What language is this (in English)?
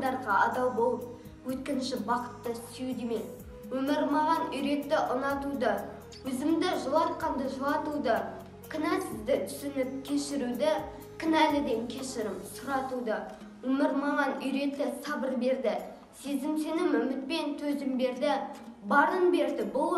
Kazakh